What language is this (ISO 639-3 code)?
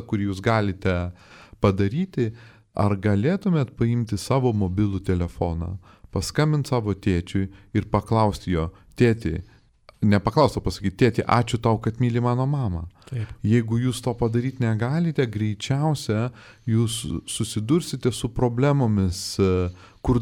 lit